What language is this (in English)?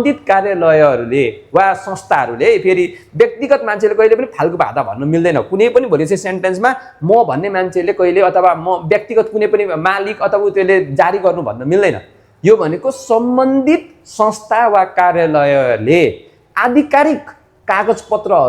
Nepali